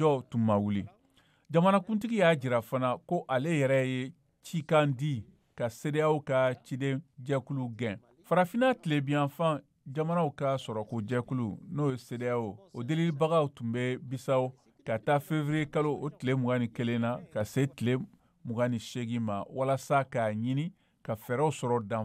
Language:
Bambara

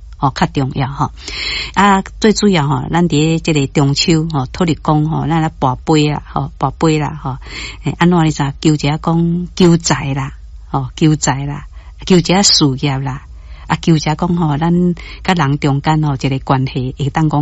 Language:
Min Nan Chinese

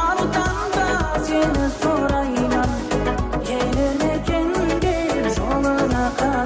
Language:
Kara-Kalpak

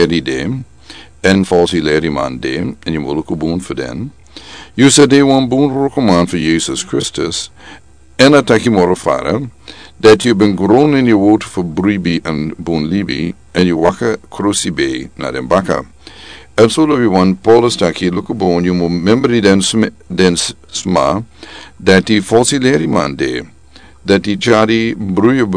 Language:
Sranan Tongo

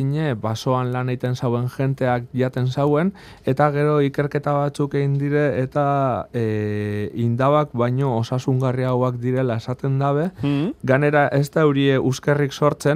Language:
Basque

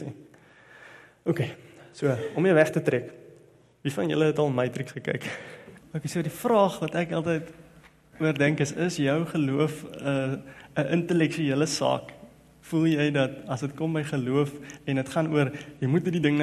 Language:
Afrikaans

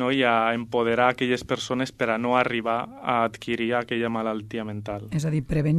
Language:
Catalan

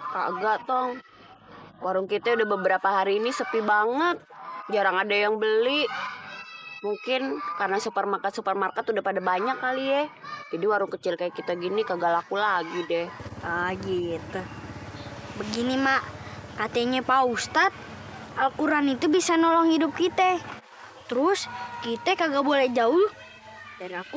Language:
Betawi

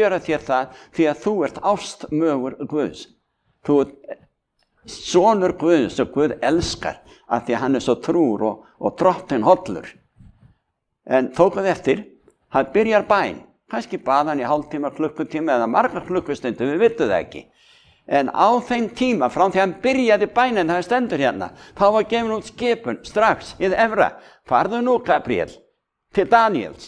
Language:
Icelandic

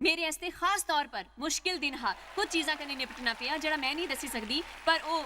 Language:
Dogri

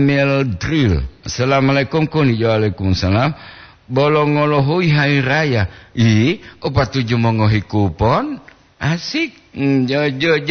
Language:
Gorontalo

